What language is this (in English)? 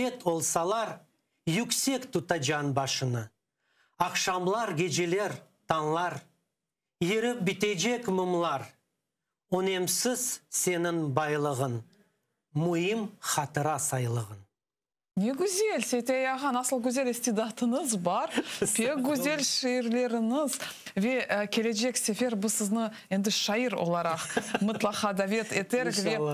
Crimean Tatar